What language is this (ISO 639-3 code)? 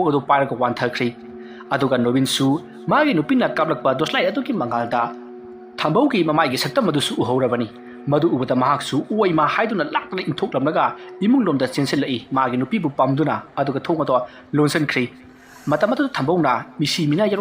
mni